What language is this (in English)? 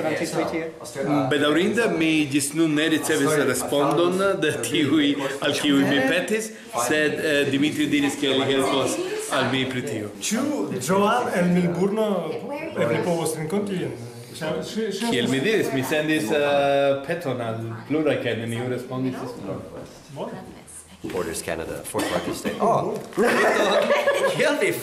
Esperanto